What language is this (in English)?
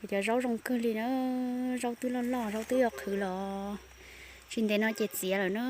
Hmong